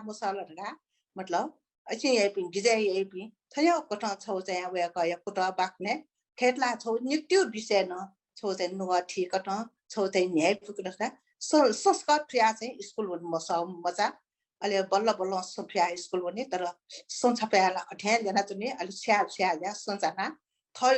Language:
Newari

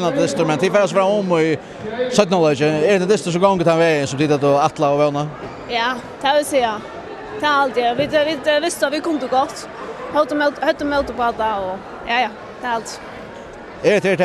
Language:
Faroese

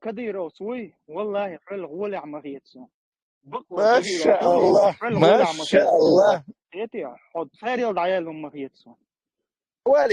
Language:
Chechen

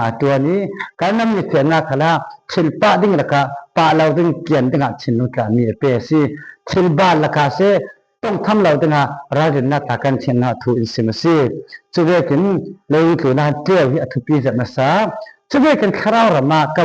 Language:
Falam Chin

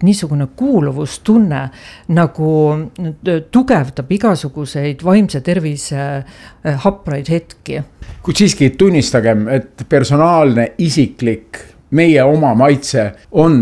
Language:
Estonian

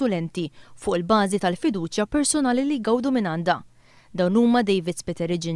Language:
Maltese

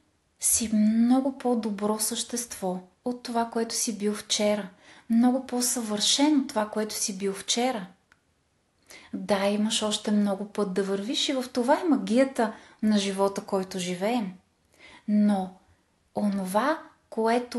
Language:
Bulgarian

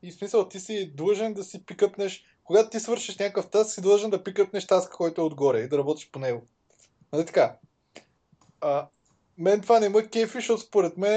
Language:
Bulgarian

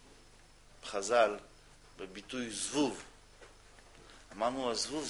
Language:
Hebrew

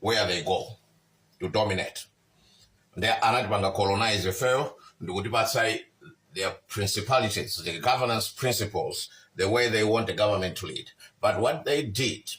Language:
Nyanja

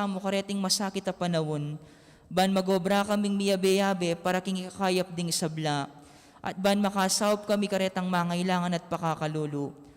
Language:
Pampanga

